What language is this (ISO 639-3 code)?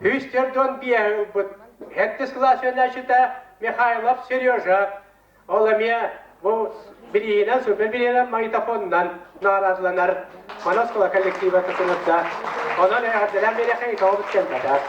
sah